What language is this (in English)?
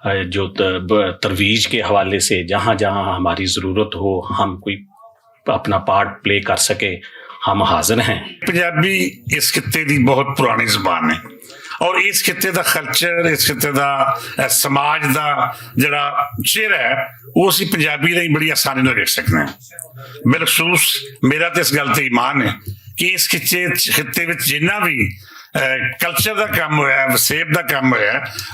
Western Panjabi